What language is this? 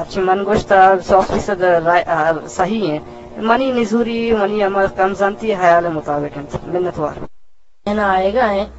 Eastern Balochi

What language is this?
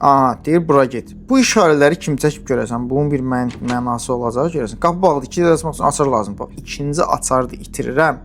Azerbaijani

